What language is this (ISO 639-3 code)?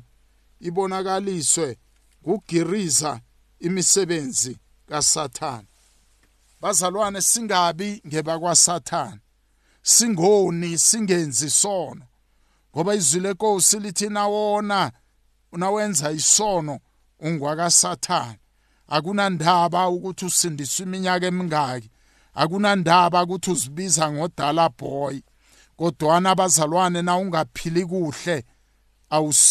nbl